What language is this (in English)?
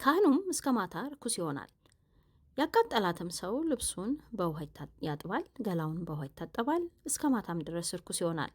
Amharic